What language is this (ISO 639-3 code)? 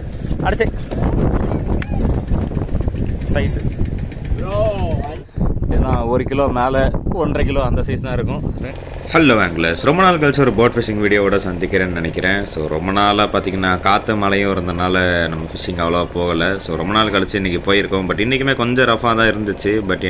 tam